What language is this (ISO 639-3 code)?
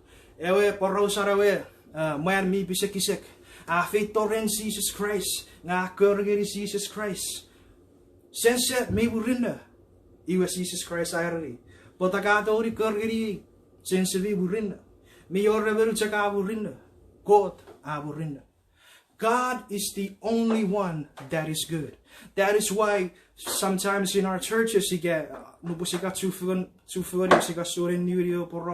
chk